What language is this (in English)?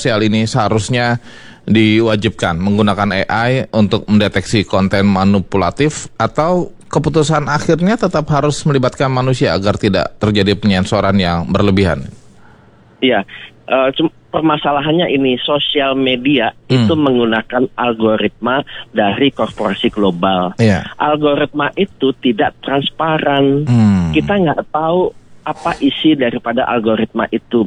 Indonesian